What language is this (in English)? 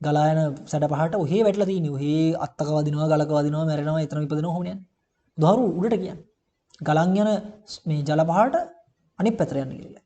Sinhala